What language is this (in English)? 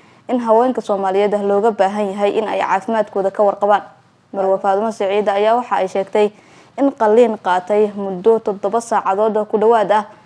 Somali